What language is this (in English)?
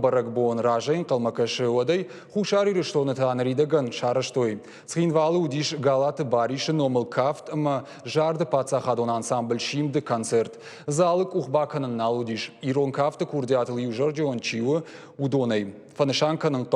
Ossetic